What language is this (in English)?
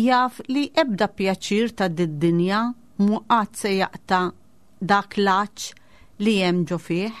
Maltese